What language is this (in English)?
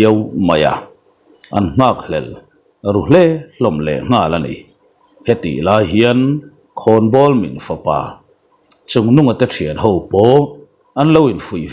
Mizo